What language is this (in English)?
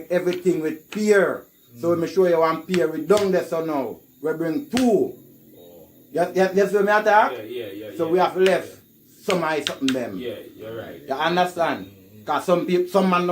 Jamaican Creole English